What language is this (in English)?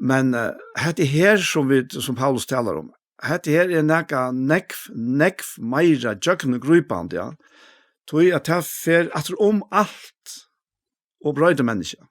Faroese